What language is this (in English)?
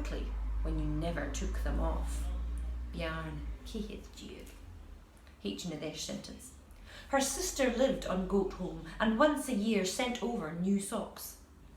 Scottish Gaelic